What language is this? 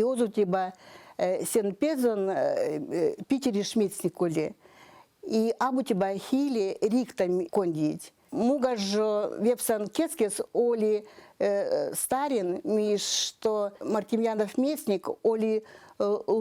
Veps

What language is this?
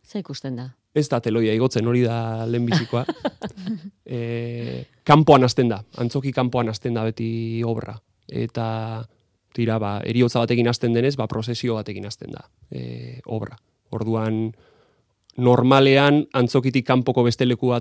Basque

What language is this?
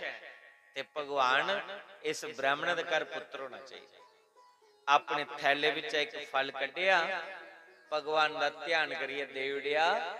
Dogri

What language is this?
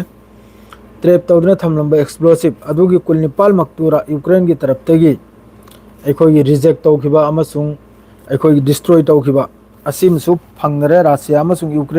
Manipuri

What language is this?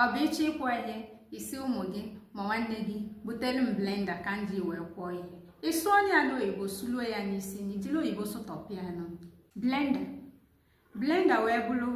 Igbo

